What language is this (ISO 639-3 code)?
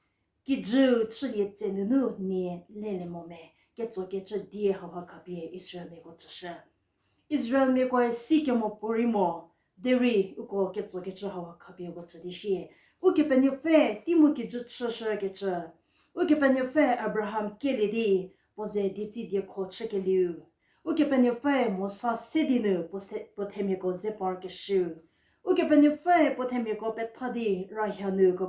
njm